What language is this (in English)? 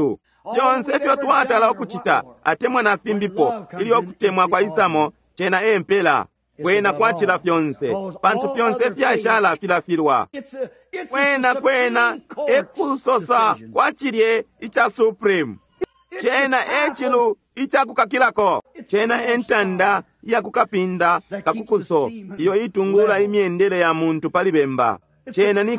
Bemba